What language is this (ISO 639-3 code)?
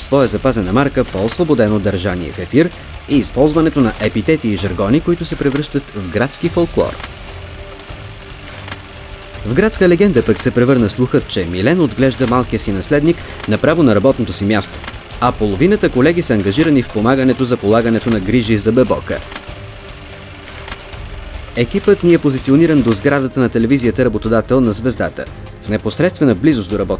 bul